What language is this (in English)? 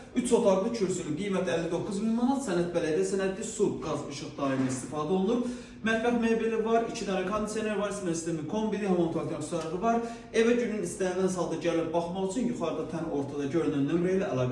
Azerbaijani